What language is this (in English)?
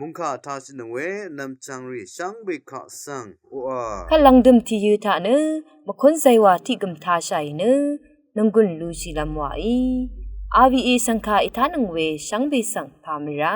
Rawang